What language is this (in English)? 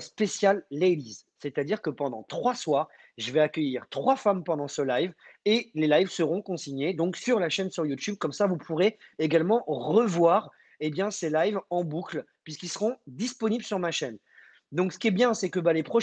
French